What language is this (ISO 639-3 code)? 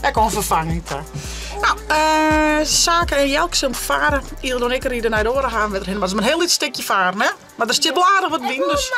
fry